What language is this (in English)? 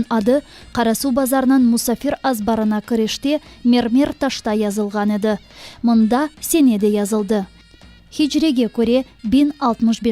Crimean Tatar